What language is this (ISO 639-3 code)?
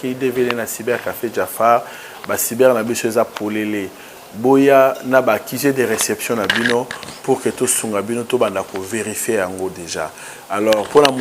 lin